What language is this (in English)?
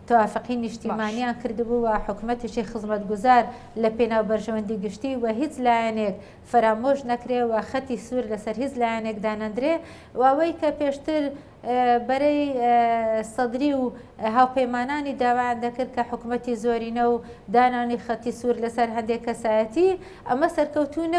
Central Kurdish